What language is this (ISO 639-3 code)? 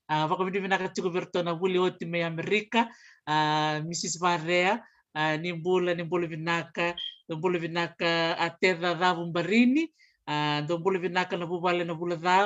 fij